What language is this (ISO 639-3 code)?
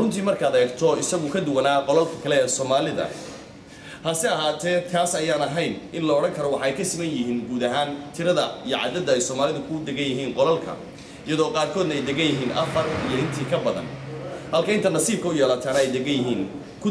som